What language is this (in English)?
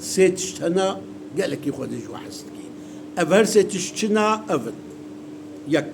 Kurdish